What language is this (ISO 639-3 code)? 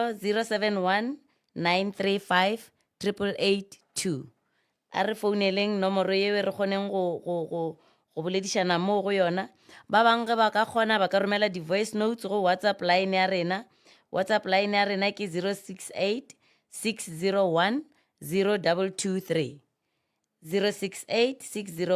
nso